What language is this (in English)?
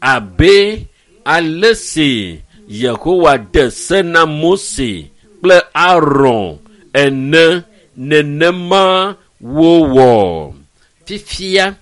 Ewe